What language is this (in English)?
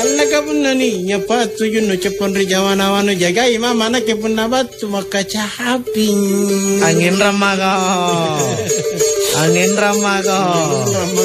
Makasar